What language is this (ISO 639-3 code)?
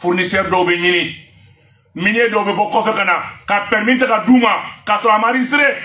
bam